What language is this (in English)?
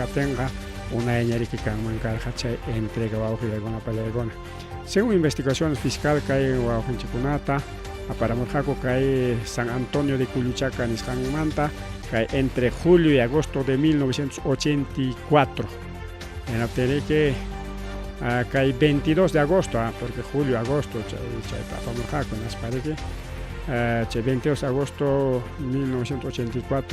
Ayacucho Quechua